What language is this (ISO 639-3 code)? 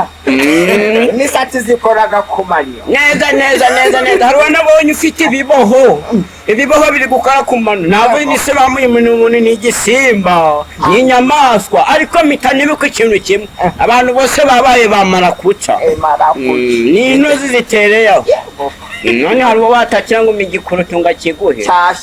kin